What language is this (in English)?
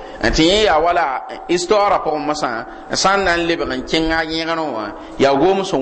Mossi